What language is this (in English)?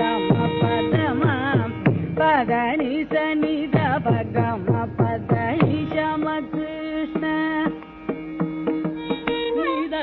Tamil